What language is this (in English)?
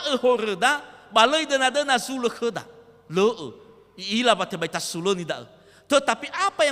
Nias